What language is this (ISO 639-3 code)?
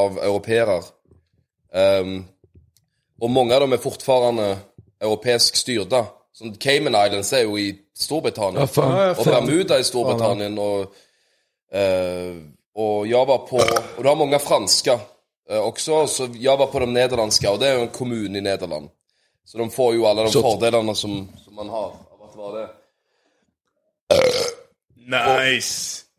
nor